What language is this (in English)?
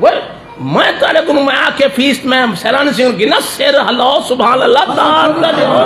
Saraiki